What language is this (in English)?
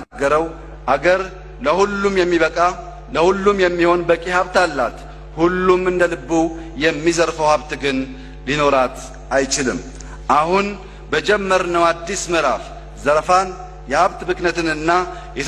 Amharic